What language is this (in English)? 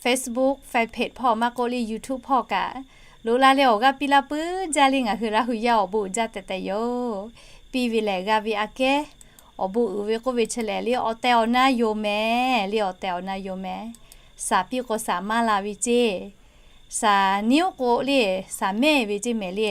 Lahu